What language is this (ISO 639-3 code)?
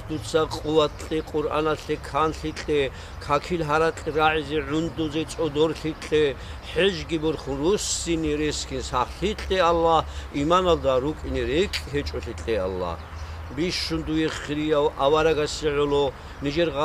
ava